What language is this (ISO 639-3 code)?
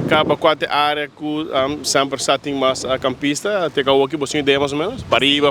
pap